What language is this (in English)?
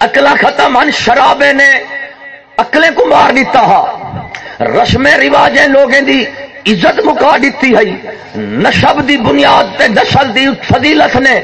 Saraiki